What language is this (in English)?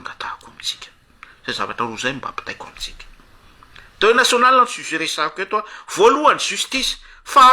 Malagasy